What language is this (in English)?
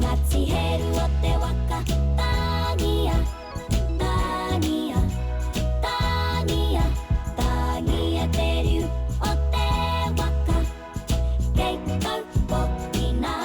Māori